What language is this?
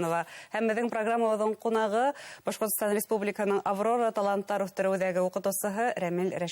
Bashkir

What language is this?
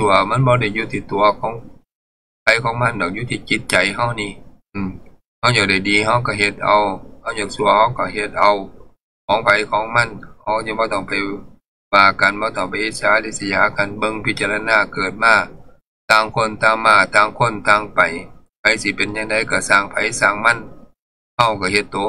Northeastern Thai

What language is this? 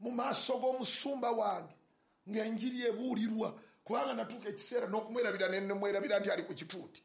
Ganda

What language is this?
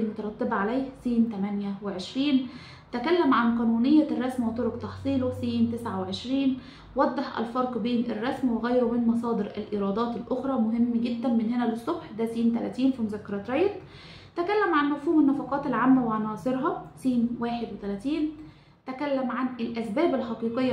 Egyptian Arabic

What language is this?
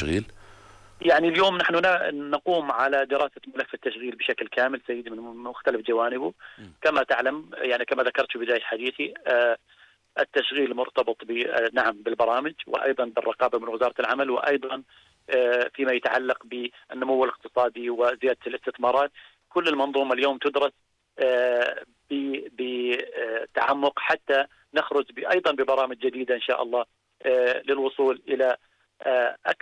Arabic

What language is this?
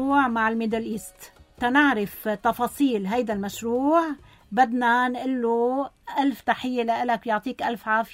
North Levantine Arabic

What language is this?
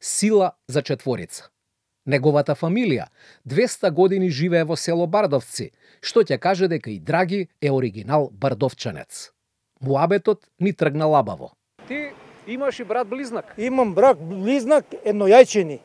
Macedonian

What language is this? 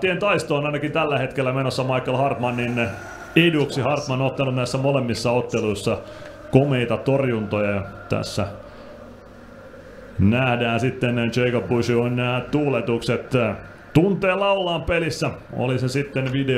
Finnish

